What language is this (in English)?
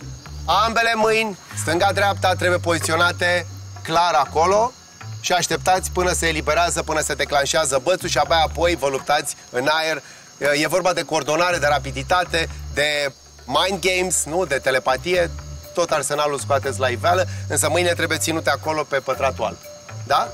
Romanian